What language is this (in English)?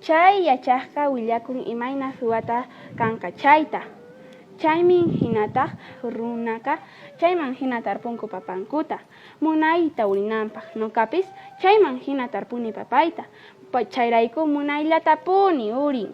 Quechua